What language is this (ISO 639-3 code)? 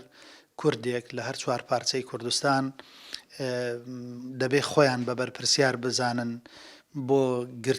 ckb